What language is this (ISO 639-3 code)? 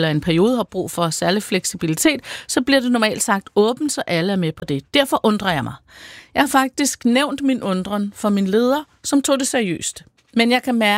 dan